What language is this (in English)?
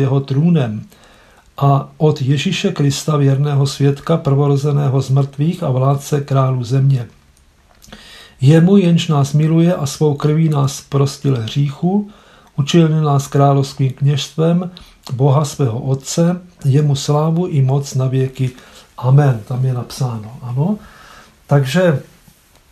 Czech